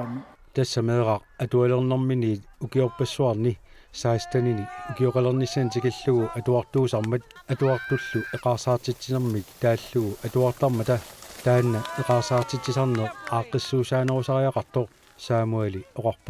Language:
Kalaallisut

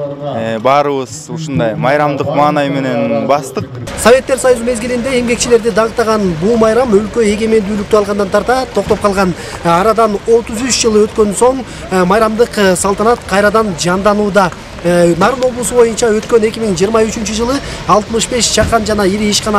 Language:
Kyrgyz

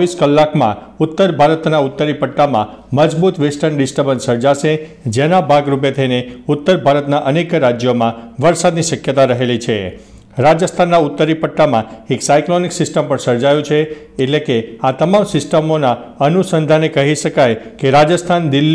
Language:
Gujarati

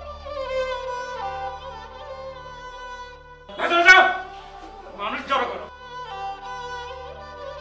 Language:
Bangla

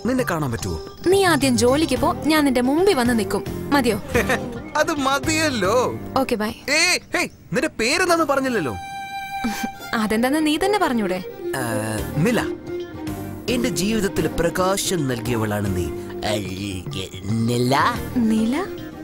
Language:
Malayalam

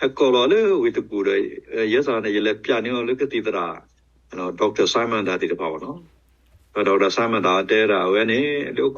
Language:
S'gaw Karen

